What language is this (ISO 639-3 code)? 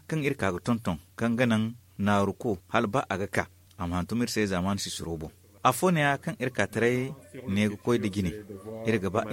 dje